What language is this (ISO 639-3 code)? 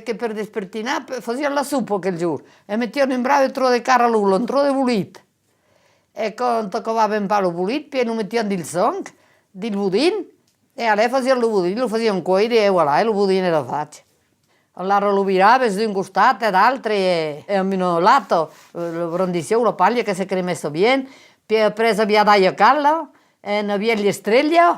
oci